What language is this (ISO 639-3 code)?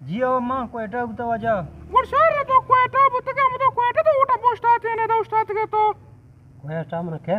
bgp